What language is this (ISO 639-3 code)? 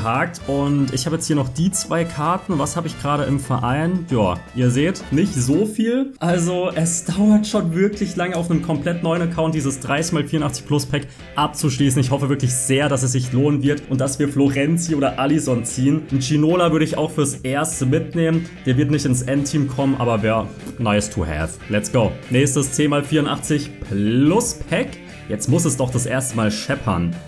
deu